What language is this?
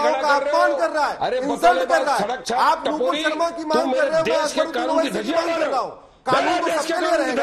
Hindi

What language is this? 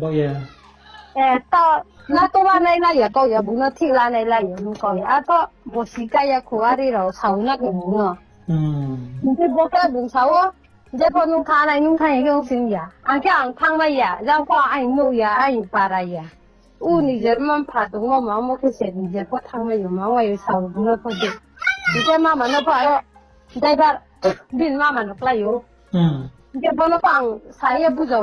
Riang (India)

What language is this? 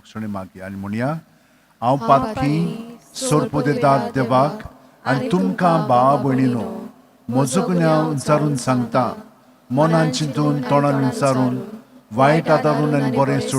Konkani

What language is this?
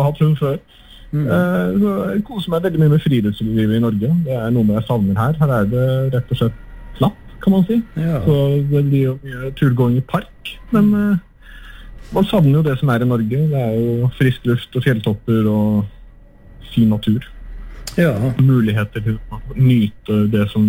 Norwegian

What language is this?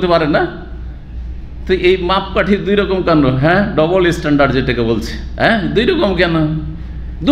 Bangla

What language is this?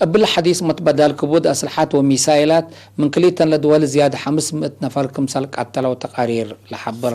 Tigre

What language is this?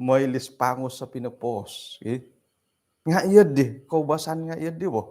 Central Dusun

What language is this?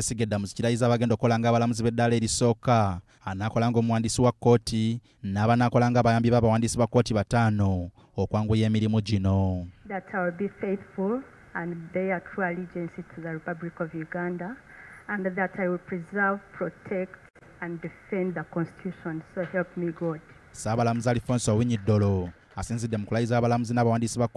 Ganda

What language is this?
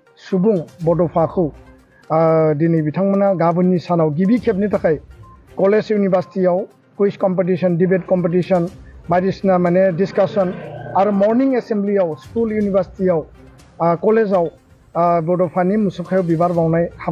Bodo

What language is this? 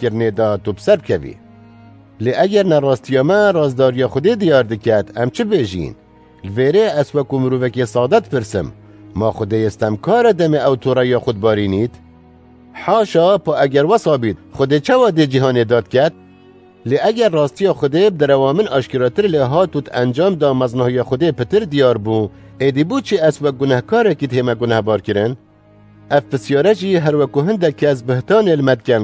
Kurdish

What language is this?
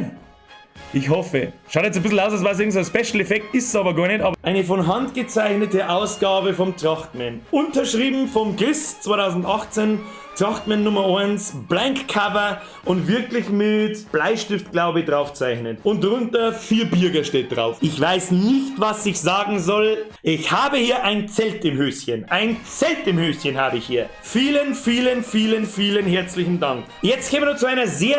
Bavarian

